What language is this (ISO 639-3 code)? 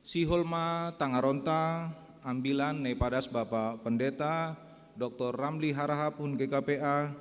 bts